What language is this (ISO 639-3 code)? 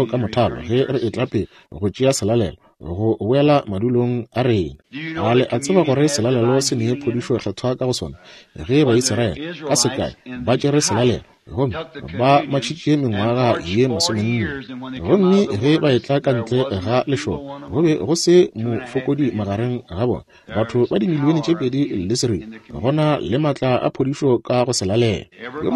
nso